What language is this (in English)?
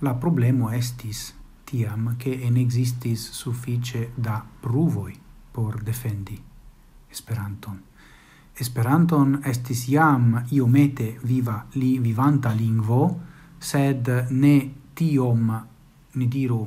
Esperanto